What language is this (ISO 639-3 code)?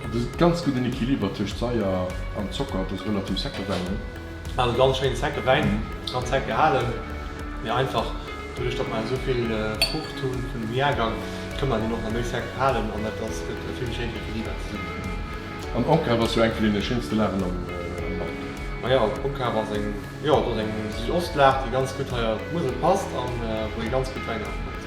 ltz